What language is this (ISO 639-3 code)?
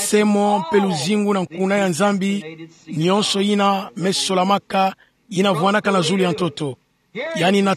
ktu